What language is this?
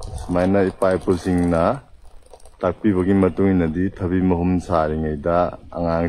Manipuri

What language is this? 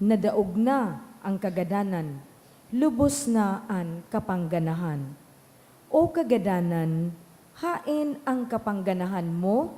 Bikol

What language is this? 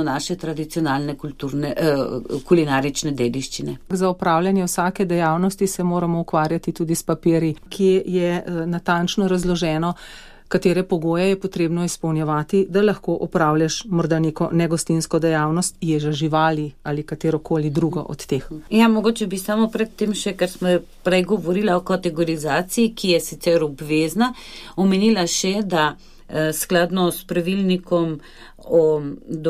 Slovenian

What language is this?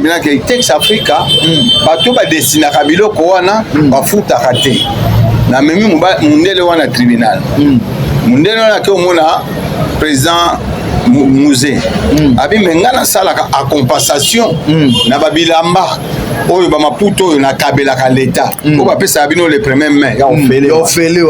Lingala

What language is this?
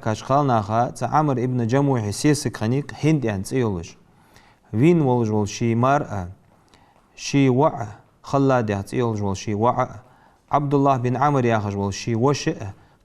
Ingush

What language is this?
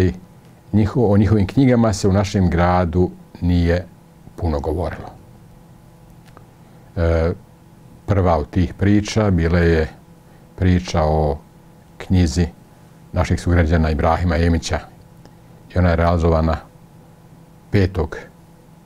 Bosnian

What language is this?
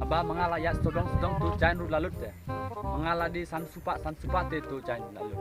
Khasi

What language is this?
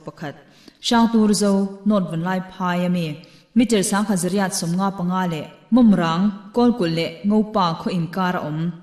Mizo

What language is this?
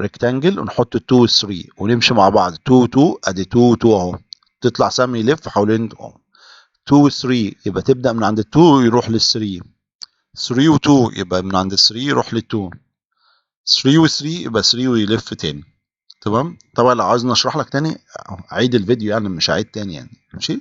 Egyptian Arabic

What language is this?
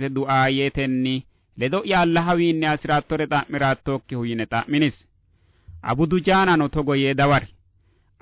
Sidamo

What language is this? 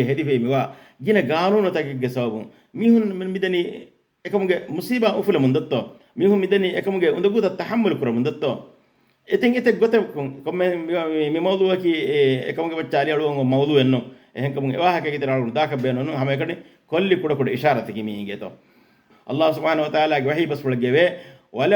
Divehi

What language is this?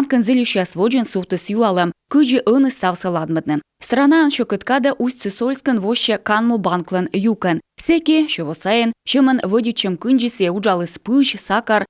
Komi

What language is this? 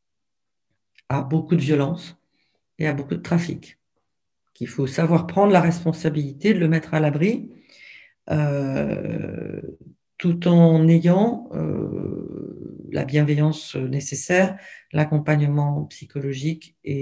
French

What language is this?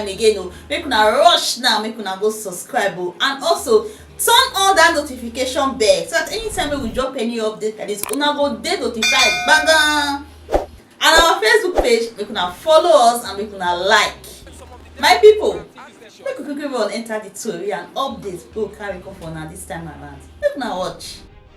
Nigerian Pidgin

